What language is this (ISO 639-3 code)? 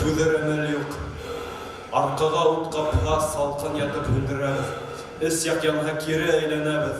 bak